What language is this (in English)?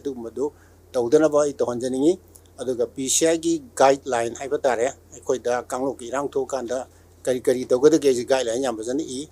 Manipuri